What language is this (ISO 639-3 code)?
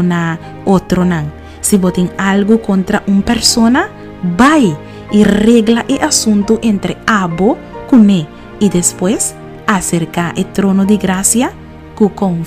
pap